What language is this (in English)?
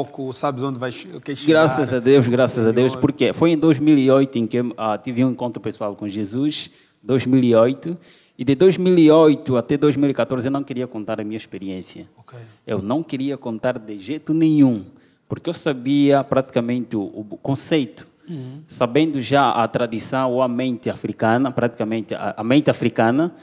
Portuguese